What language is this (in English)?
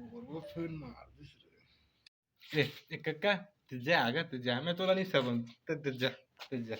Chhattisgarhi